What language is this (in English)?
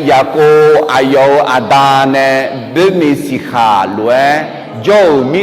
Akha